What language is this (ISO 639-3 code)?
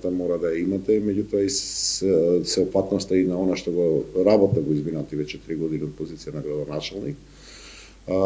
mkd